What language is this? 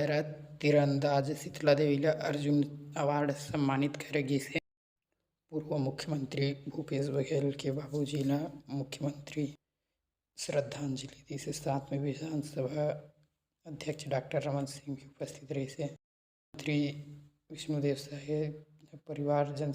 Chhattisgarhi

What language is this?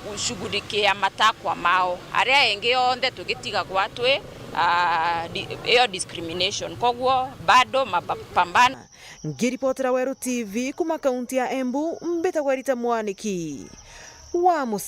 Meru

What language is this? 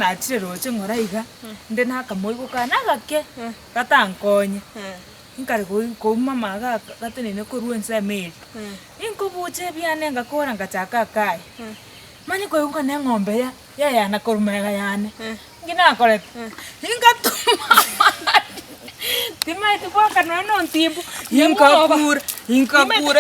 Gusii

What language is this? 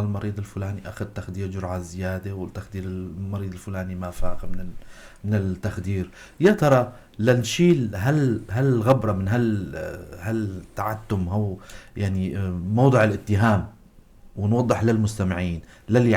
North Levantine Arabic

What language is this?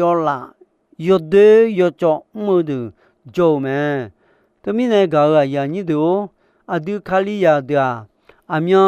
Akha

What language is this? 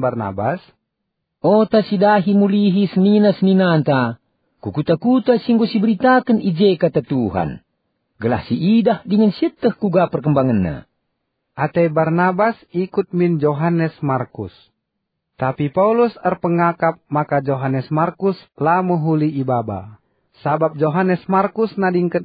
Batak Karo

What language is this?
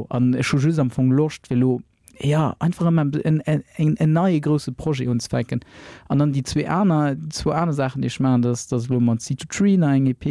Luxembourgish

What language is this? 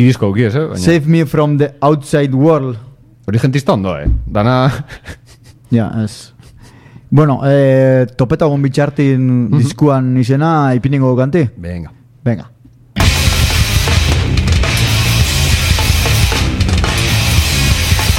Basque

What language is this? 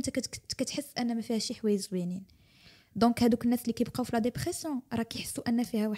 Moroccan Arabic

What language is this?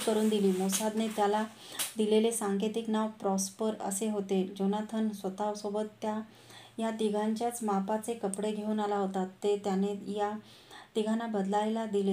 Marathi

